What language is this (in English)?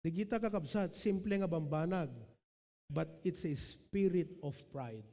Iloko